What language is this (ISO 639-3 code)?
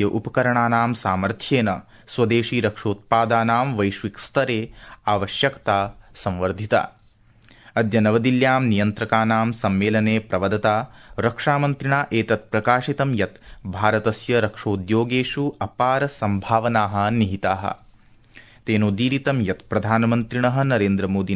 san